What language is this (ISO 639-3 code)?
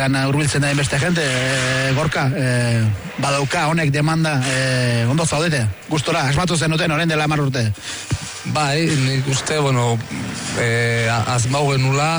eus